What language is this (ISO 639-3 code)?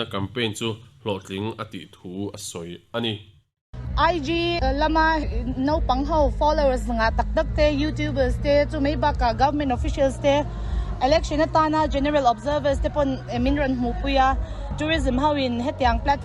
lus